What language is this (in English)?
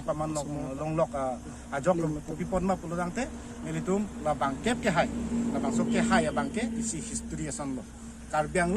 Karbi